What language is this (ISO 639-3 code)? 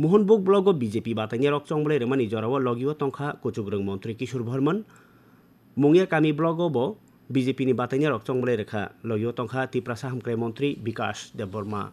trp